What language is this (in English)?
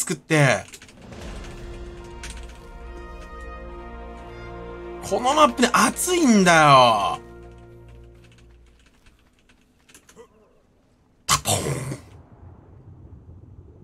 Japanese